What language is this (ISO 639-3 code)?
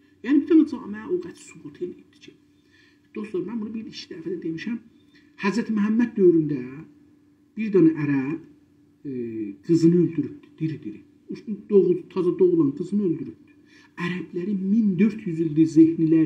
azb